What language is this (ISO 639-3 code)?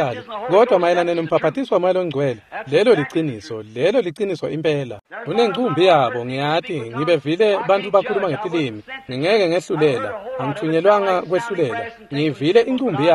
ssw